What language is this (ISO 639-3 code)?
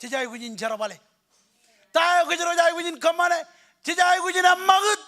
mah